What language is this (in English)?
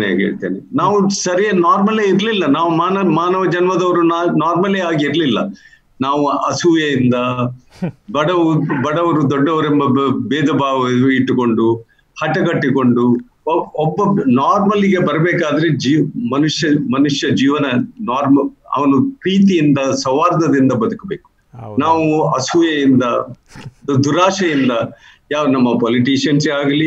Kannada